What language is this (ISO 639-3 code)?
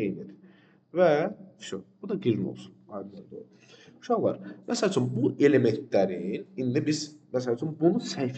aze